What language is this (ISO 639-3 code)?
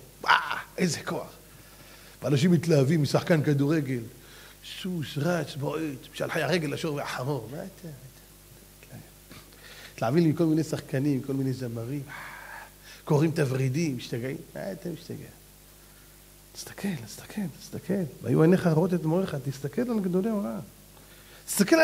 heb